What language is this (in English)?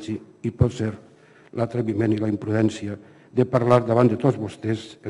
Catalan